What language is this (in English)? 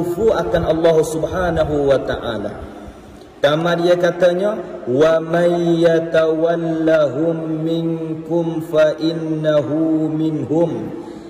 Malay